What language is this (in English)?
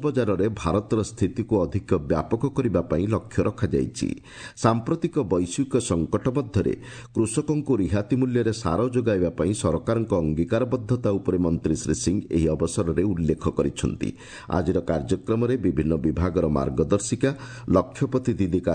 Odia